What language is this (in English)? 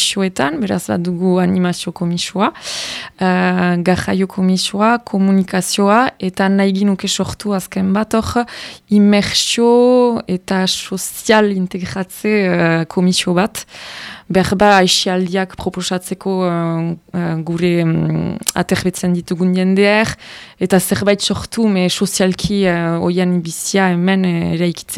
Basque